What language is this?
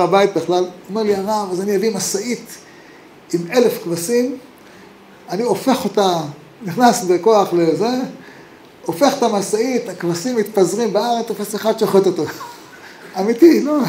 Hebrew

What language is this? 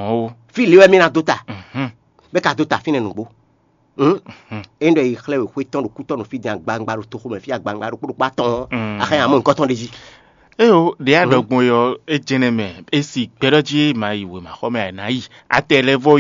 Fon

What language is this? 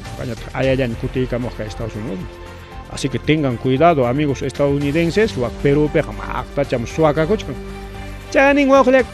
Ayacucho Quechua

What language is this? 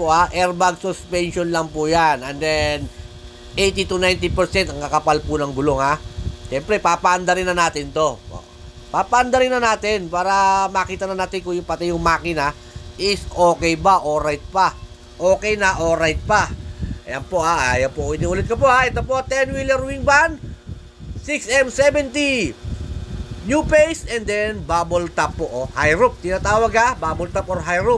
Filipino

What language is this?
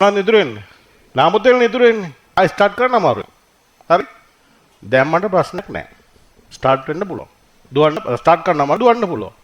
Sinhala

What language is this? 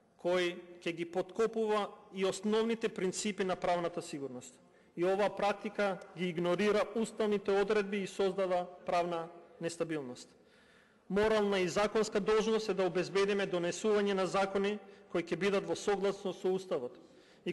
Macedonian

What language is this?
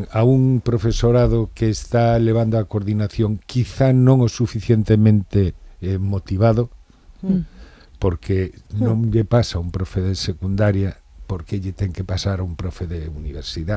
Galician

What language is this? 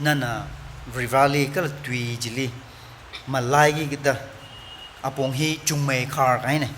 Tangkhul Naga (India)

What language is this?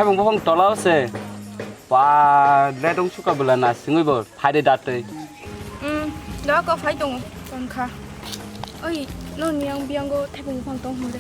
Kok Borok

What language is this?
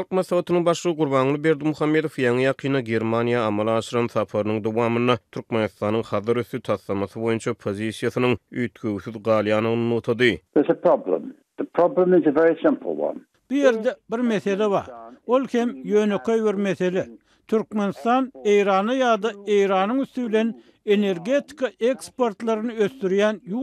Turkmen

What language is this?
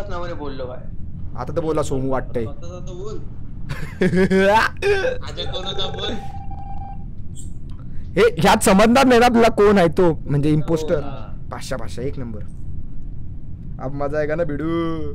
Marathi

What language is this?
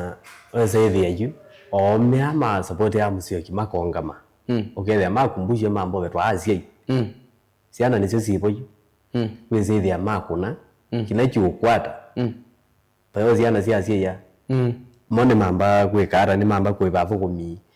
Kamba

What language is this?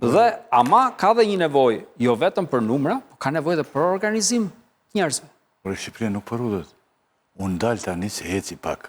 Albanian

